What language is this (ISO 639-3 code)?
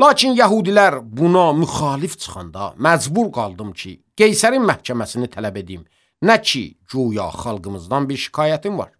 aze